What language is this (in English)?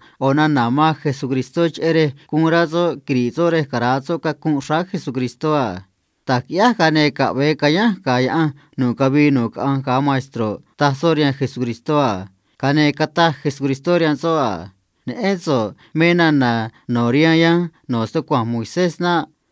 Copala Triqui